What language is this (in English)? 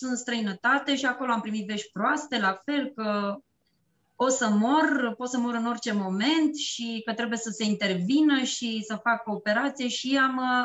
Romanian